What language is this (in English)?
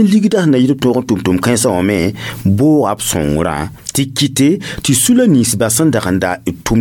Mossi